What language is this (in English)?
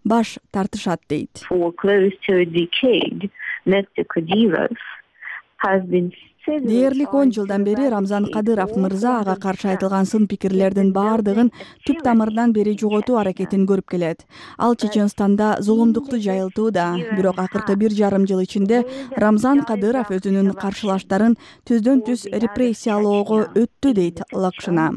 Kyrgyz